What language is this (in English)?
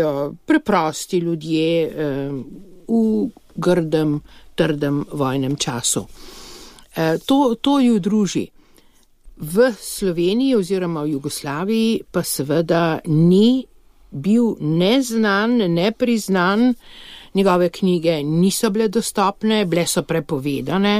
Slovenian